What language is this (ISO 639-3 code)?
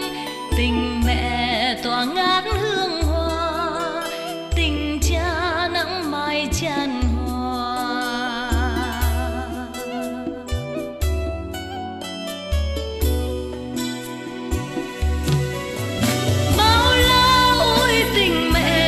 vie